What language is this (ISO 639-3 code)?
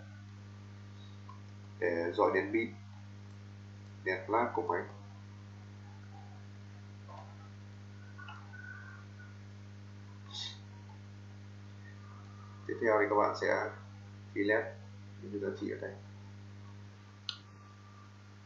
vie